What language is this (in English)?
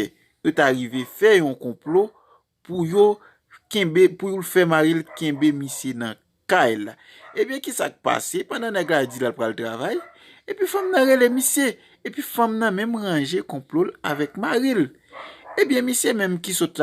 Haitian Creole